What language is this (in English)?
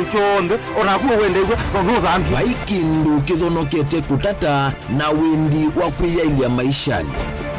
Kamba